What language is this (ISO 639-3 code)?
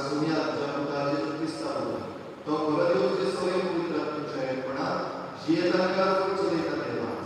kok